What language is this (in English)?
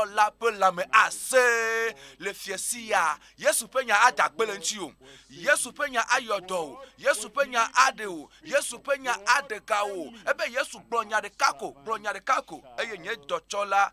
Ewe